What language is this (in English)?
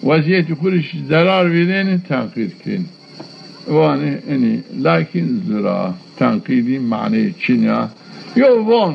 Zaza